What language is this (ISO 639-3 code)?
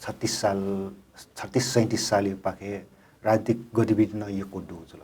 new